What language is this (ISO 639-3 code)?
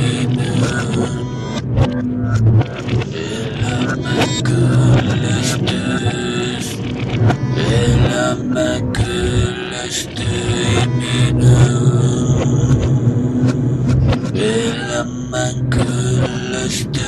fin